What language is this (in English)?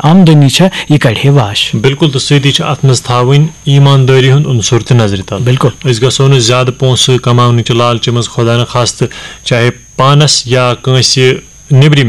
Kashmiri